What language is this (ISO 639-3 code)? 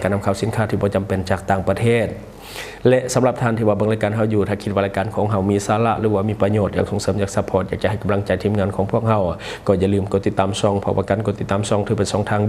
lao